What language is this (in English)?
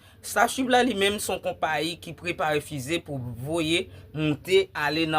Haitian Creole